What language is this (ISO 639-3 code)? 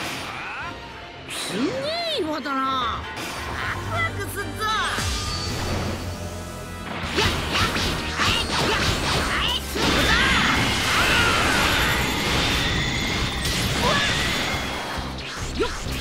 jpn